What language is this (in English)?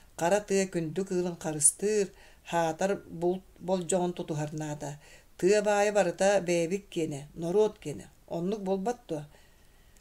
Yakut